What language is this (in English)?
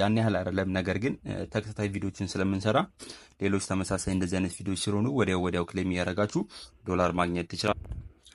Amharic